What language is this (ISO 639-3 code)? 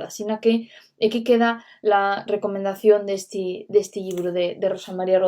ast